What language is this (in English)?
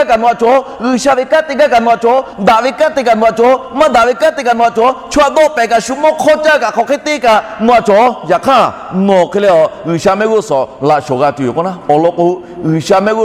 Lahu